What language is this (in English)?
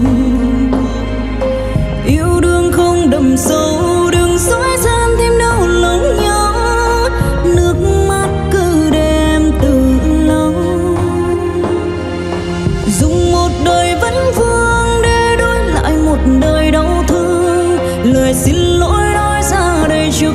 Vietnamese